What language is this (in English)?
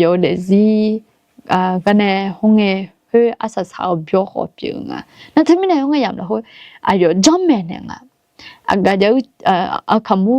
Akha